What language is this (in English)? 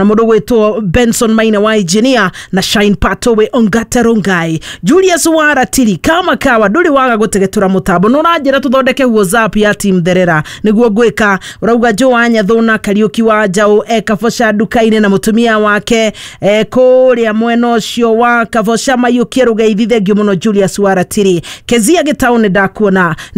Kikuyu